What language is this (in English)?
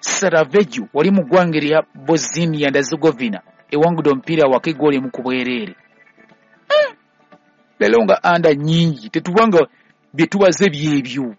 Ganda